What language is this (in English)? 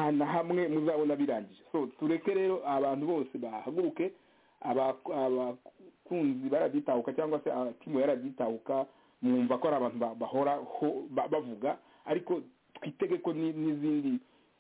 Kinyarwanda